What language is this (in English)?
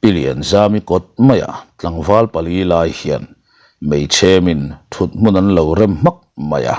Mizo